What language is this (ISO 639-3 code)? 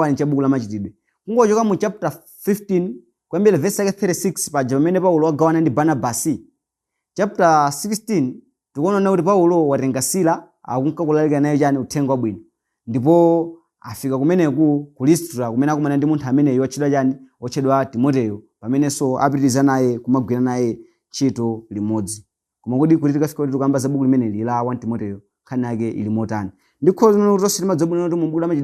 nya